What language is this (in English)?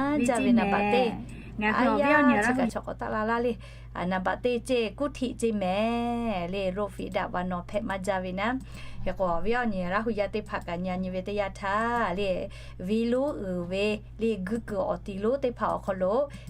Lahu